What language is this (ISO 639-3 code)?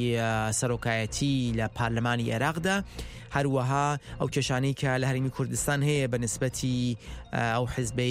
ckb